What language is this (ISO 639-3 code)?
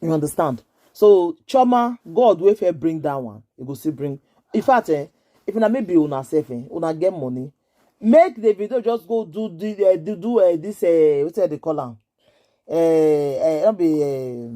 pcm